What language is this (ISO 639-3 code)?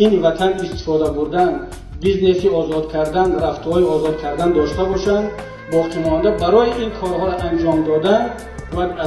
tgk